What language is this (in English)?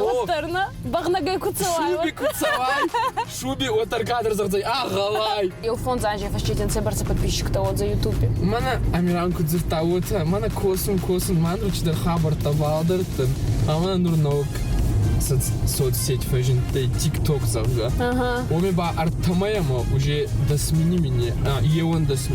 Ossetic